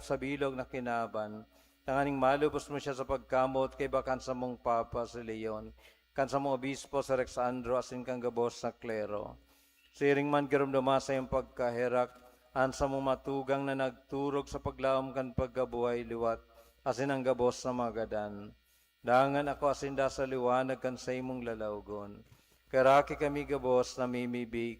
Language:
Bikol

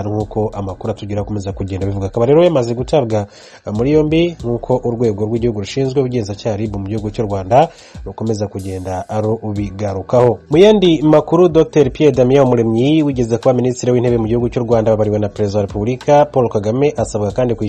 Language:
Kinyarwanda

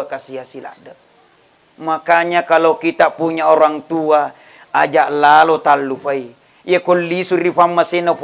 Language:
Buginese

